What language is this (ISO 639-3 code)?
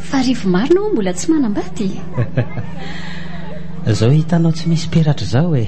mlg